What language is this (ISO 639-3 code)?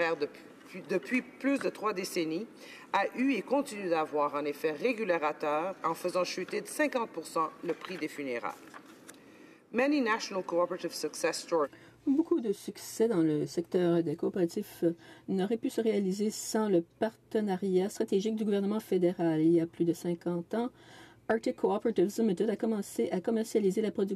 fra